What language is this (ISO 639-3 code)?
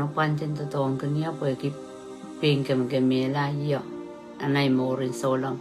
pon